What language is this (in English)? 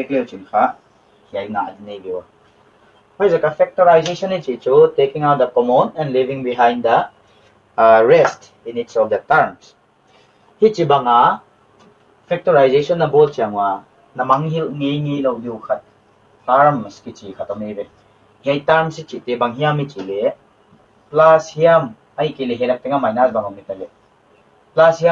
Paite Chin